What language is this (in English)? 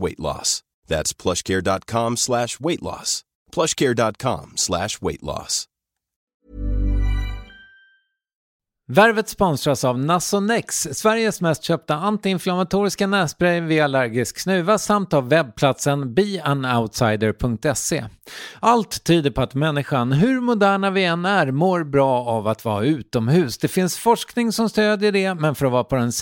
Swedish